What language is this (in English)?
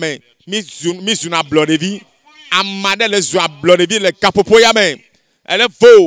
Ewe